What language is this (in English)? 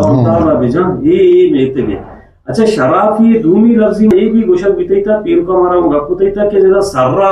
Eastern Balochi